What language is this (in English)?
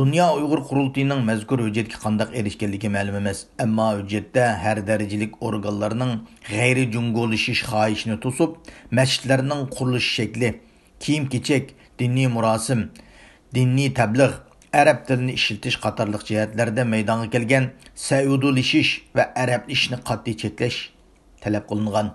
Uyghur